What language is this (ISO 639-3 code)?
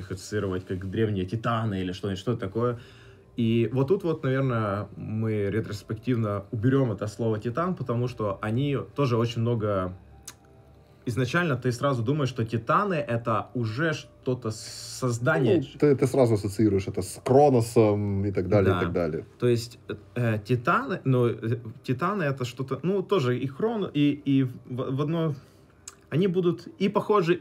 rus